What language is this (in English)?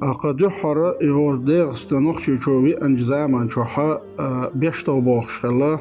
Chechen